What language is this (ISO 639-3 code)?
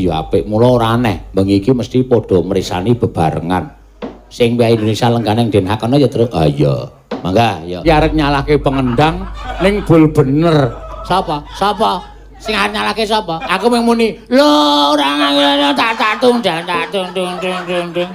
jav